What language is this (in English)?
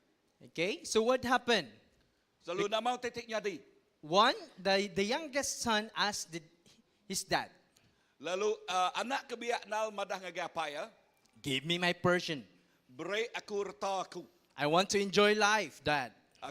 Iban